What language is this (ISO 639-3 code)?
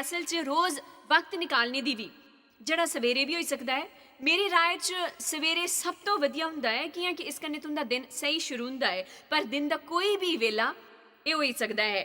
doi